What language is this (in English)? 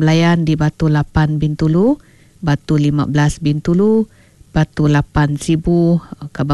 Iban